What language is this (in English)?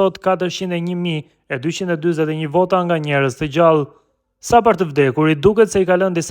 Albanian